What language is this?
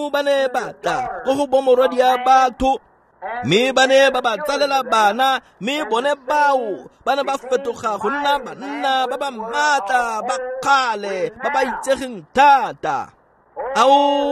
Tswana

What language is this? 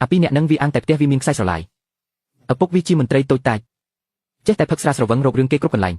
Khmer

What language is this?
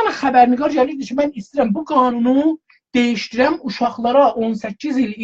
South Azerbaijani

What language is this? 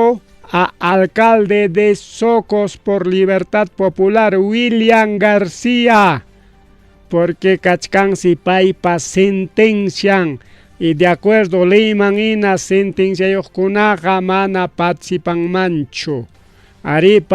Ayacucho Quechua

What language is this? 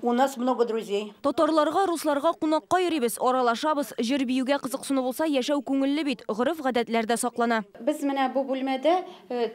Tatar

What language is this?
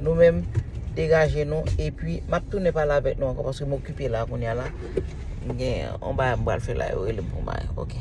Haitian Creole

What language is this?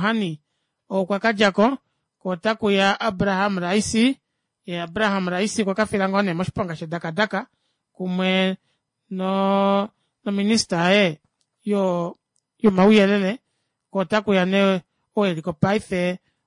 Kuanyama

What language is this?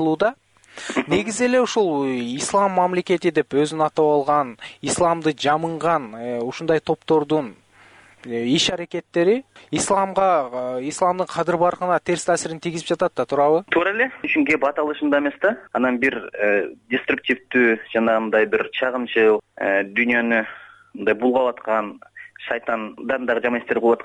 Kyrgyz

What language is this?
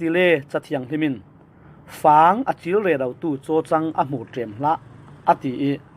Falam Chin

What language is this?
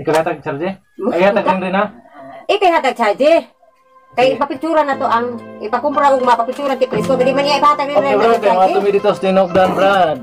Cebuano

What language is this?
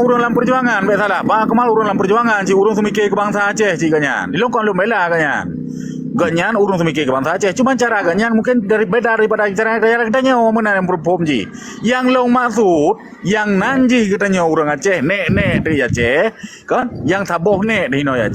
Achinese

